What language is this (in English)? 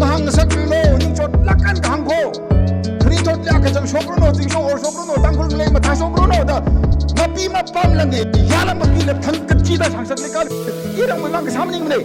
Tangkhul Naga (India)